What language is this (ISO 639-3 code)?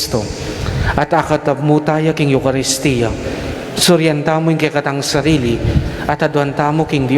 pam